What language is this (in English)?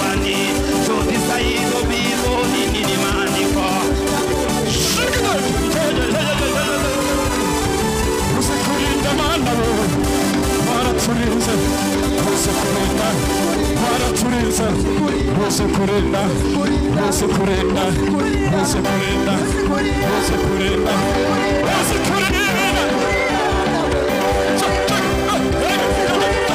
Kinyarwanda